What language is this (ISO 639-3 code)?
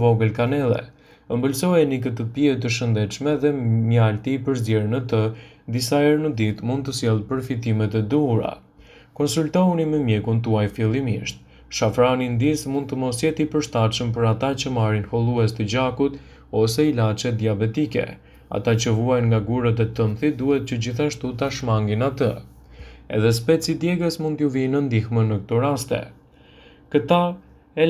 sqi